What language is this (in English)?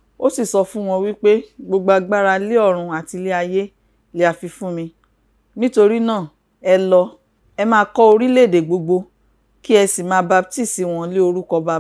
Yoruba